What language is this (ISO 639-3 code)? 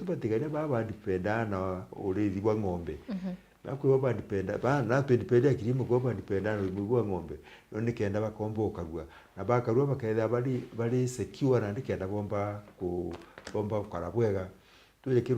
mer